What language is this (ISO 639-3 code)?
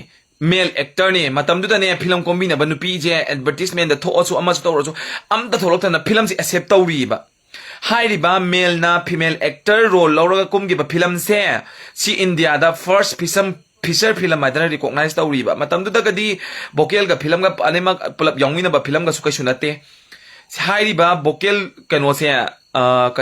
mni